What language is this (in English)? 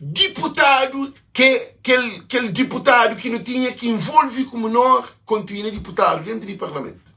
Kabuverdianu